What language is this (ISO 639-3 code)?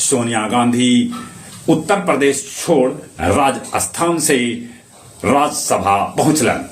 mag